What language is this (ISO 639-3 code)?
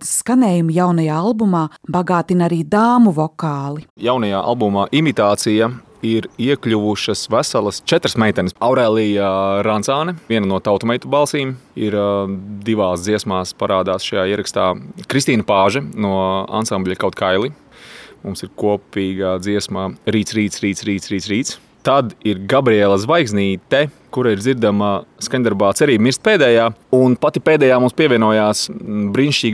lav